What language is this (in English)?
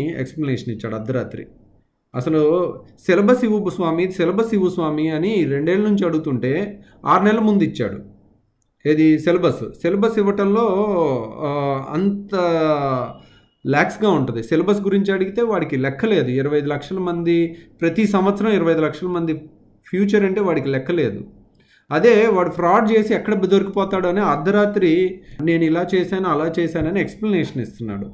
Telugu